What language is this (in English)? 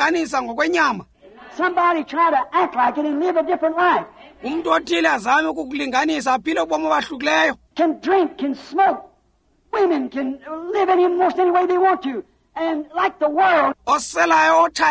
Xhosa